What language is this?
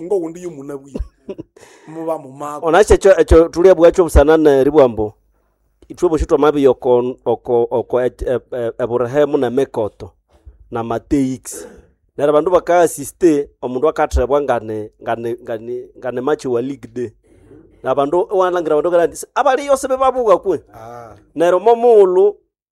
Nande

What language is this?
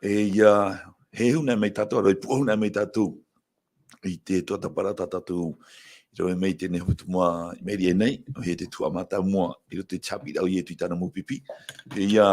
Tahitian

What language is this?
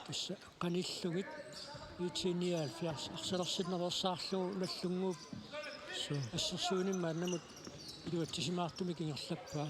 Kalaallisut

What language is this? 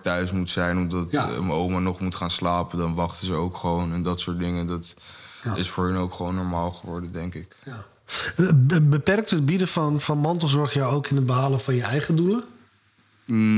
Dutch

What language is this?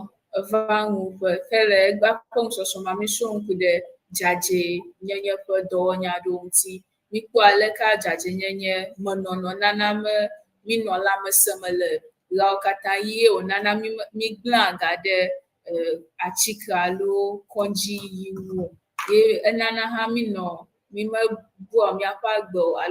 Ewe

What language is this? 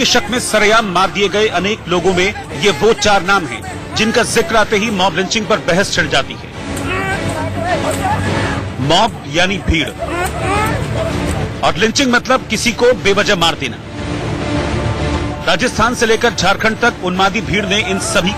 Hindi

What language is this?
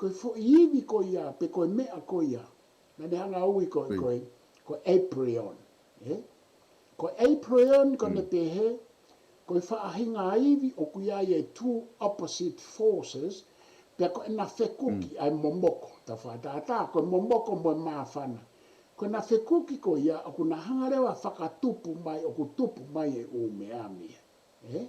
Tongan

